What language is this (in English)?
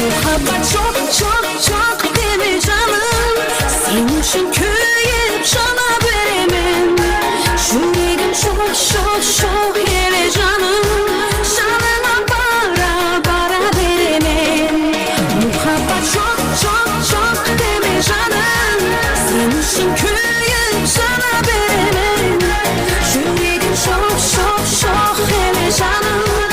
Kara-Kalpak